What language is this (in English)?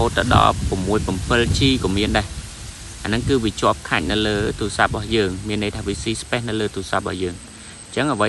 Khmer